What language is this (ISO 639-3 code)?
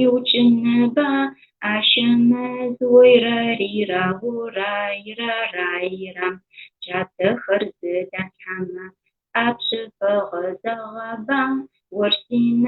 ady